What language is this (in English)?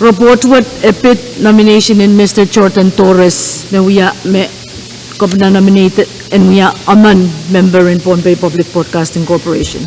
Pohnpeian